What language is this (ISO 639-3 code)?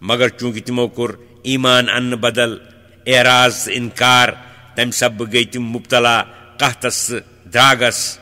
kas